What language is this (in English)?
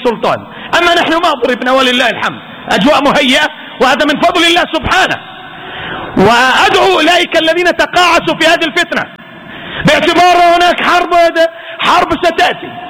Arabic